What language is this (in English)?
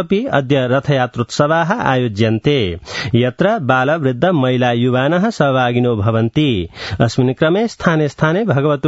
Sanskrit